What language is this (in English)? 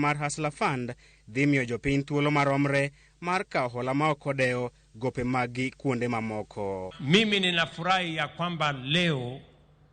Luo (Kenya and Tanzania)